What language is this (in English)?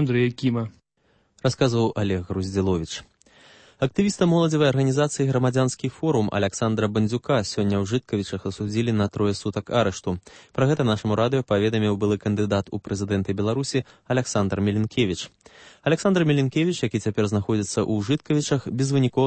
Belarusian